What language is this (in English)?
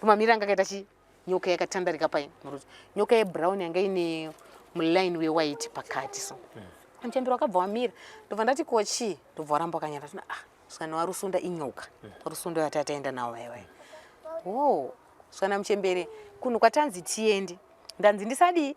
Shona